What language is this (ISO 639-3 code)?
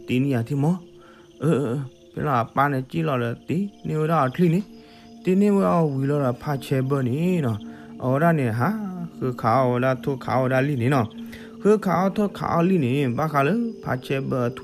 ksw